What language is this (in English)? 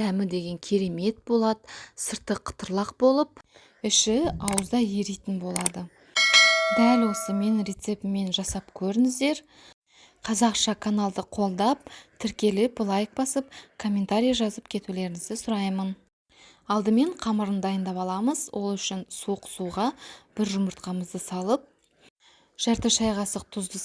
Kazakh